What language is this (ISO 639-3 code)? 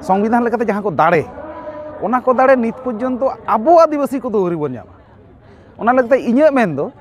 sat